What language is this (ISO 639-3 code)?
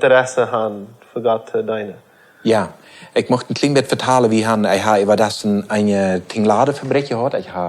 pdt